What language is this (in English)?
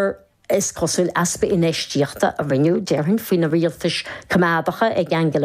Irish